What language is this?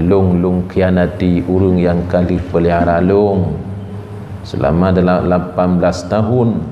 Achinese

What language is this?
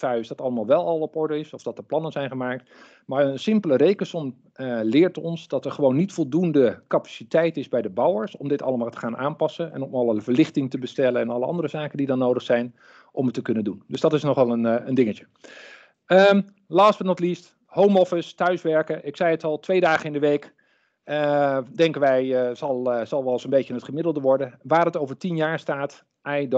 Dutch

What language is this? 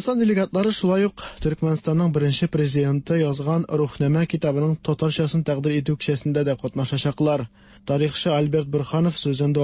Tatar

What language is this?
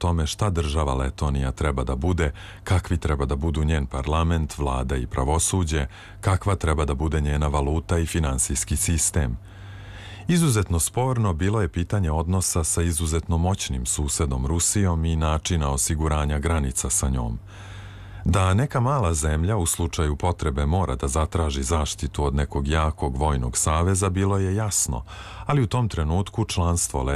Serbian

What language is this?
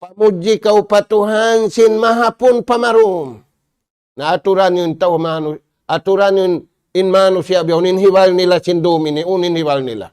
Tausug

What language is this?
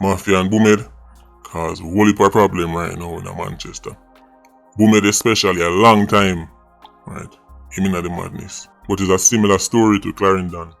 Jamaican Creole English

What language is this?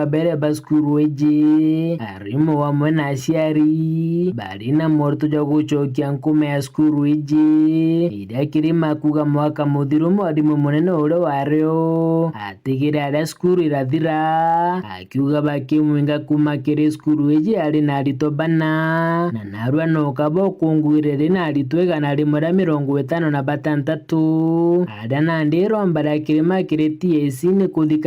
Meru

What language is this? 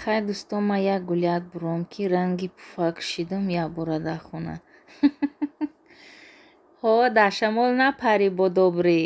Tajik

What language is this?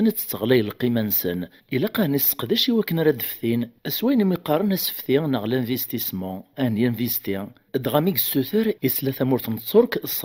Kabyle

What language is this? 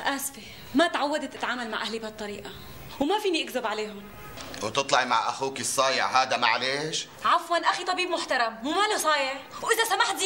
North Levantine Arabic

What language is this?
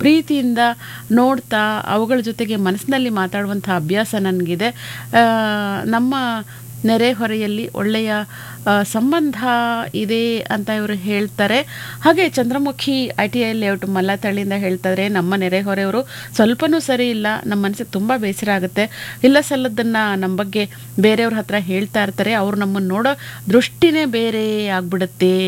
Kannada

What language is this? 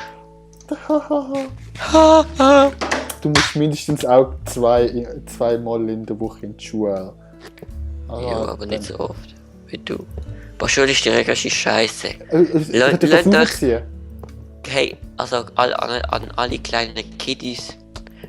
Swiss German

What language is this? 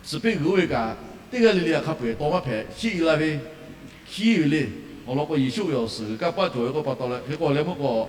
Lahu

